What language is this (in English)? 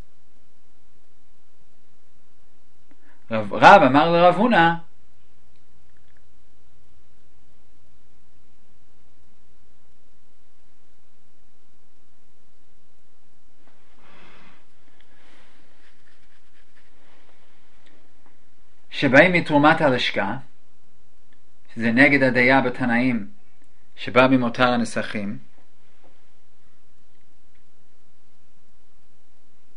Hebrew